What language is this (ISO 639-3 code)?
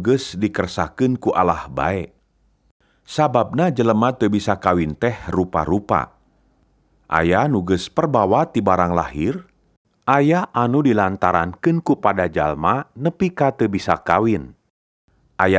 sun